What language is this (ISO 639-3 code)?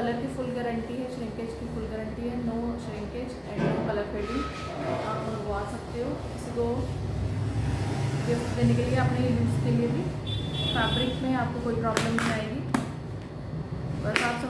hin